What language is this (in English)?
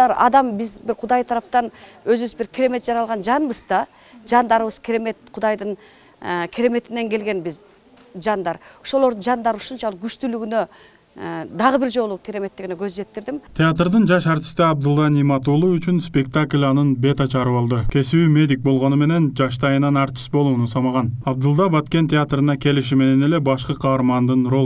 Kyrgyz